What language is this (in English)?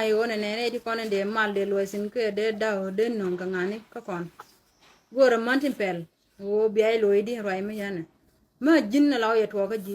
Nuer